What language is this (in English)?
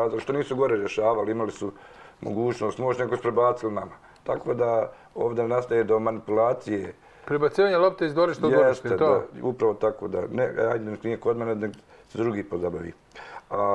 Serbian